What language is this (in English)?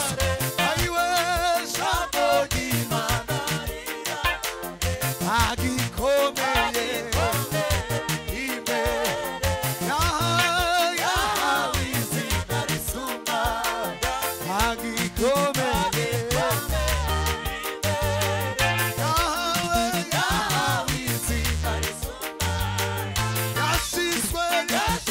Kinyarwanda